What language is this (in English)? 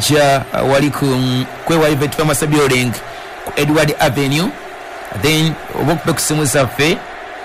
Ganda